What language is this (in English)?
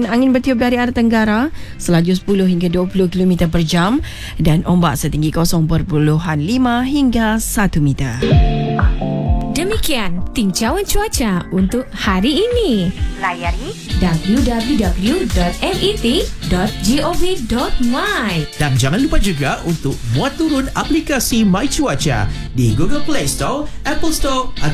Malay